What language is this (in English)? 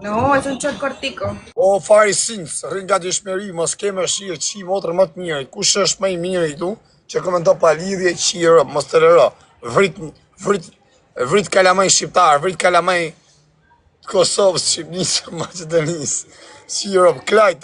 Albanian